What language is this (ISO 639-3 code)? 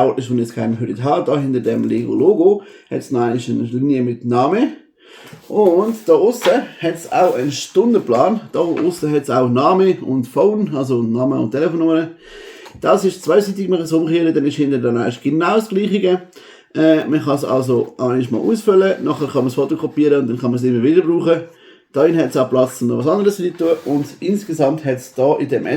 gsw